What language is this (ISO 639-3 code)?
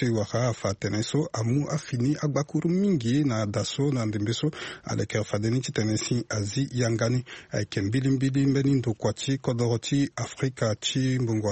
sag